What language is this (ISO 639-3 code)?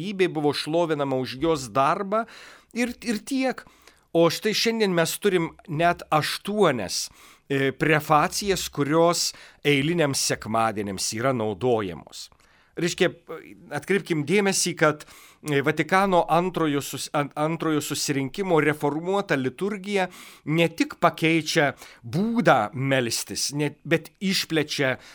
lit